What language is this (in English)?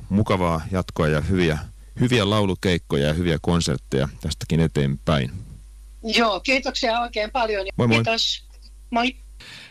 Finnish